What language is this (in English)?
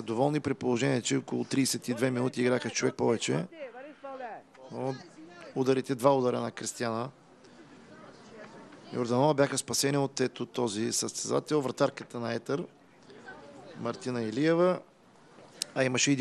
Bulgarian